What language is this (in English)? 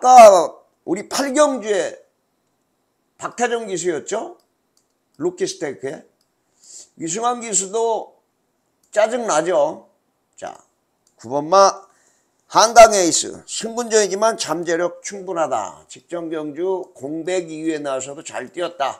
Korean